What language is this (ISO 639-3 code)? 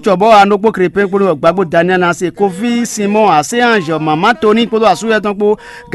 fon